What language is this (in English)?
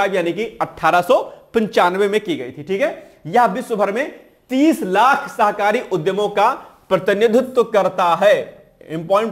Hindi